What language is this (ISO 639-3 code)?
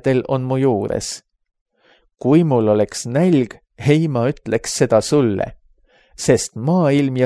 est